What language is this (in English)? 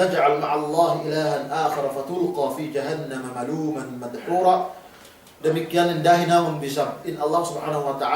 Yakan